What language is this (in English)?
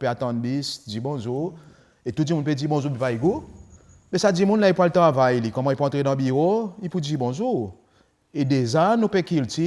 Seselwa Creole French